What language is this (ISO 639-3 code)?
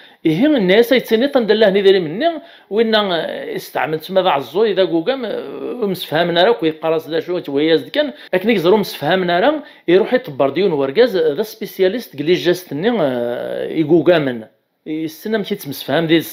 kab